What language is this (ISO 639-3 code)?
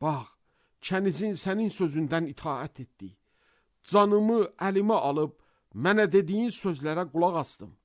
aze